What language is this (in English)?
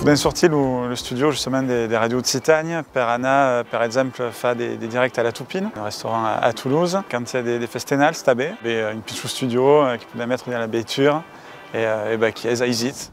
Occitan